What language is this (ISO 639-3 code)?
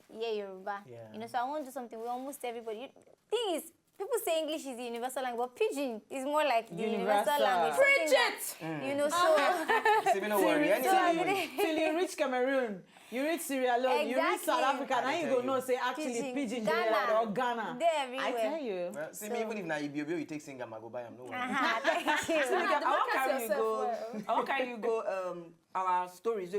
pcm